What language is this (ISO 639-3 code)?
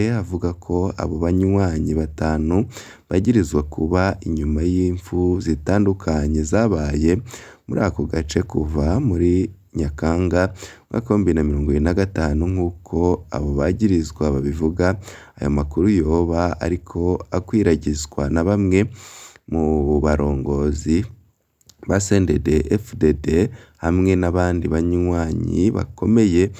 run